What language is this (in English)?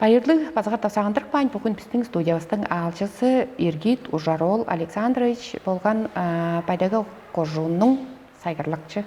Tuvinian